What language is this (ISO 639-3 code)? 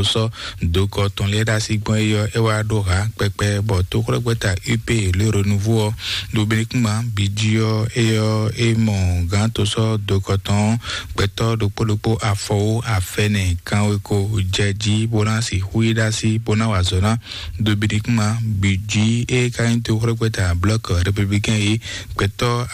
fon